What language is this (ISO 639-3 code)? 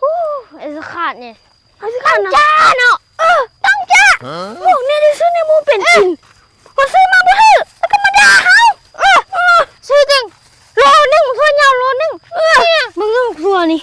tts